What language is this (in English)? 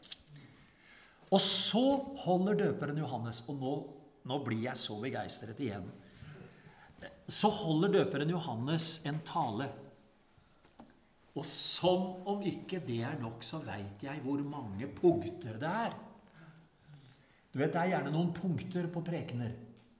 Norwegian